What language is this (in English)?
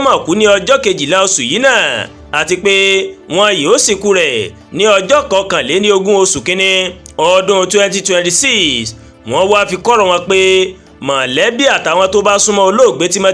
Yoruba